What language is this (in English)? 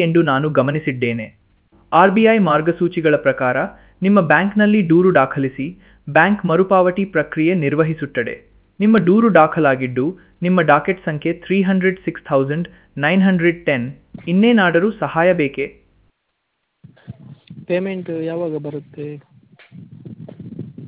Kannada